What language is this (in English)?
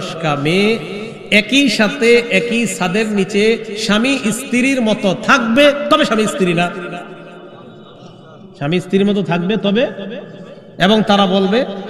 Bangla